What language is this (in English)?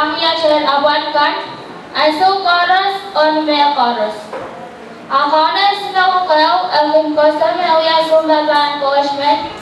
Pohnpeian